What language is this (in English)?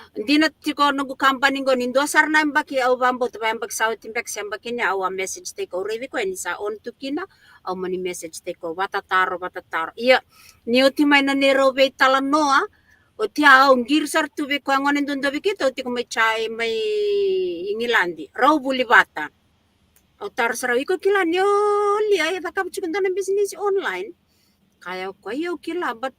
Fijian